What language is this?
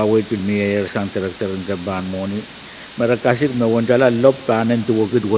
Pohnpeian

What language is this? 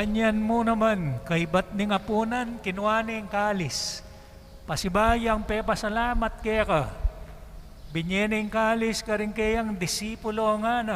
Pampanga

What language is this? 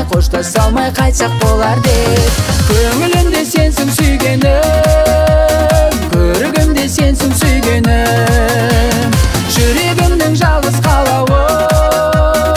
Kazakh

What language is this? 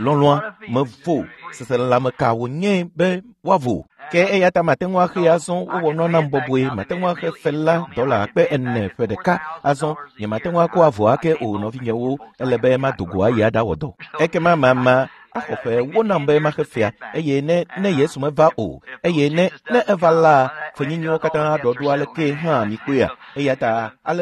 Ewe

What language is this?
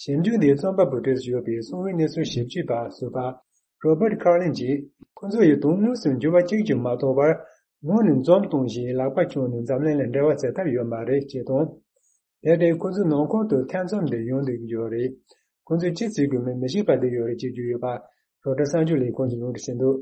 Tibetan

